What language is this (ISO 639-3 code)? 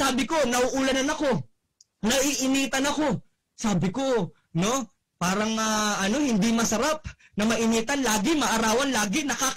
fil